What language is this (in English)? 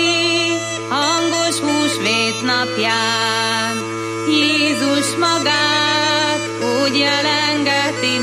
Hungarian